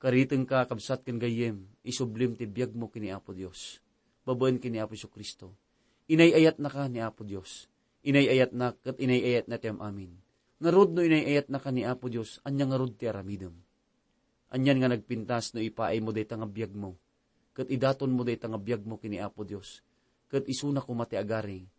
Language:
Iloko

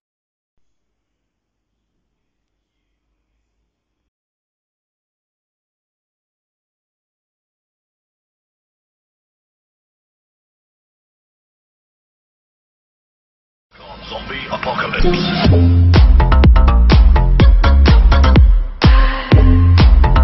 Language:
French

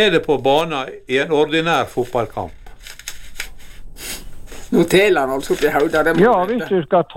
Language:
Norwegian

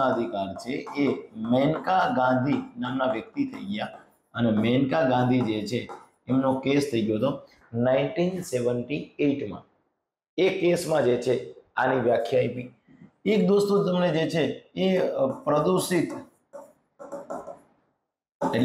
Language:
Gujarati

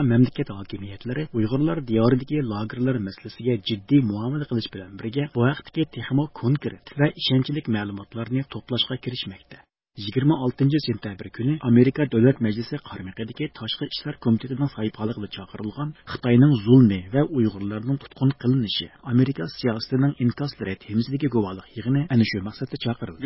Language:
Uyghur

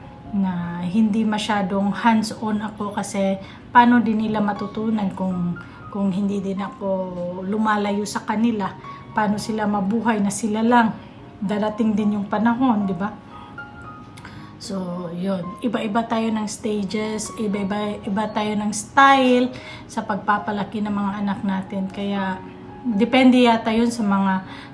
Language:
Filipino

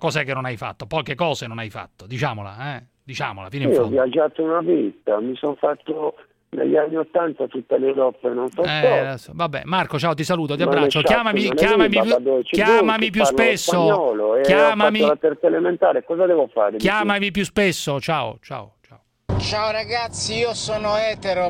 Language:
Italian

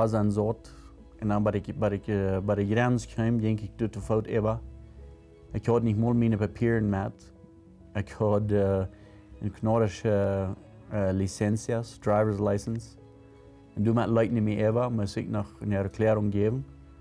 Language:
Plautdietsch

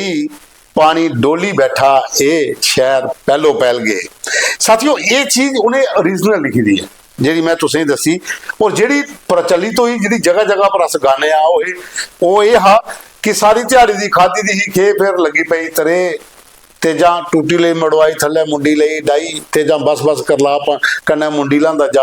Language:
Dogri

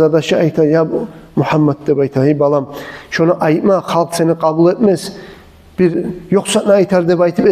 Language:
Kumyk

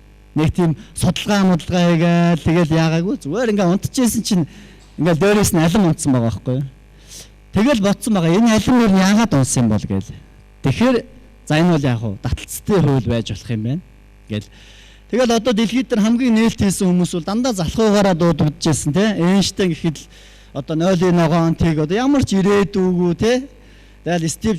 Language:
Mongolian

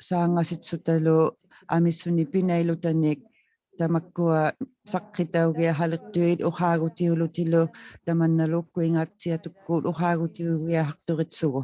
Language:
Inuktitut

